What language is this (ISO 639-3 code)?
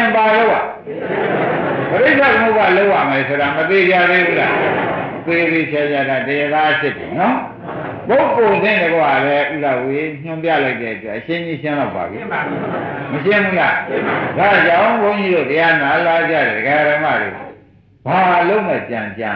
mya